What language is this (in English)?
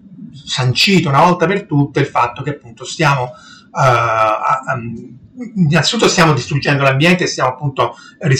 Italian